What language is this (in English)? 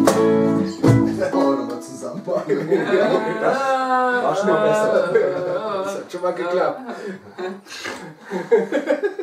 German